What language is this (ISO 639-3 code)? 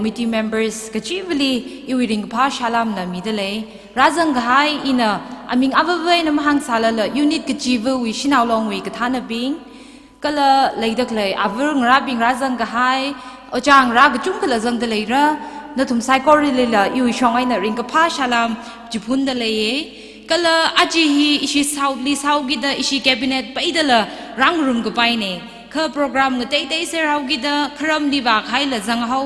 nmf